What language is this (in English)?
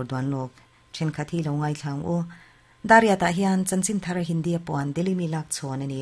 Mizo